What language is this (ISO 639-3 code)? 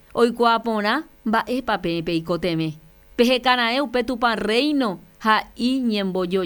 grn